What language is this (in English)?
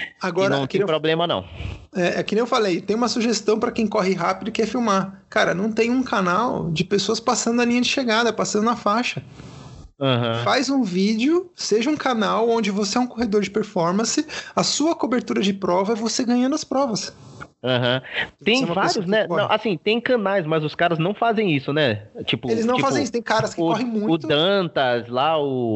Portuguese